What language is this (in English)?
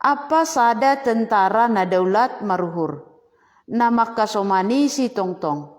Batak Simalungun